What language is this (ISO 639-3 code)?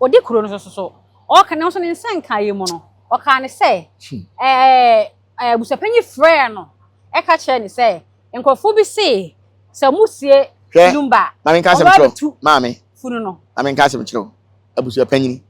aka